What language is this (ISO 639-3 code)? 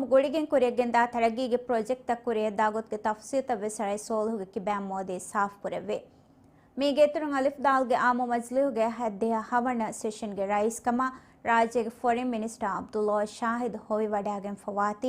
div